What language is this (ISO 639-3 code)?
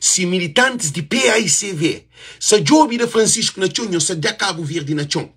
kea